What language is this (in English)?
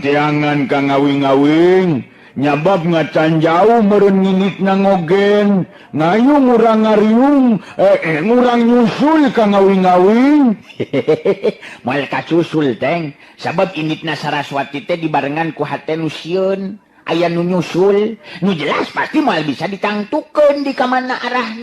Sundanese